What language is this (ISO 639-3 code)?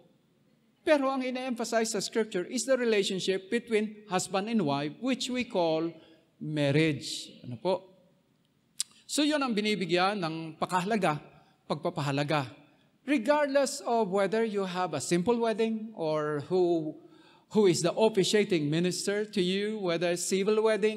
fil